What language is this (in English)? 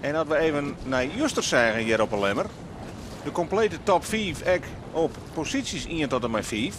Western Frisian